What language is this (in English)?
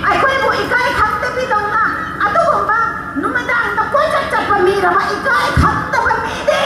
Manipuri